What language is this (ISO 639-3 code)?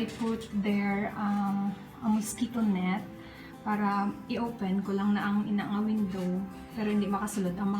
hil